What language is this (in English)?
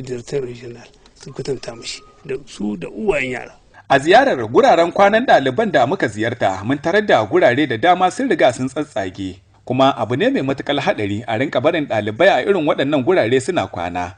Hausa